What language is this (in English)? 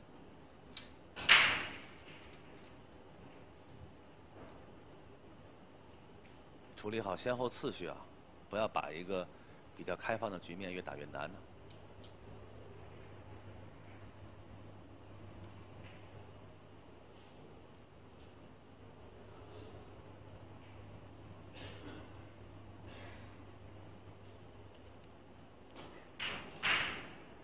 Chinese